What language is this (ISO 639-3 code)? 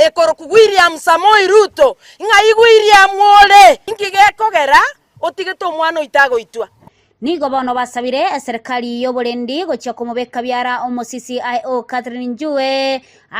guz